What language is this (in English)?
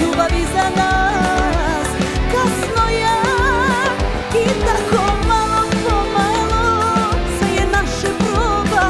Croatian